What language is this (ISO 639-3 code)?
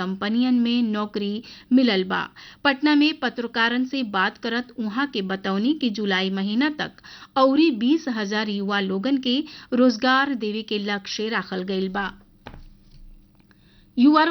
bho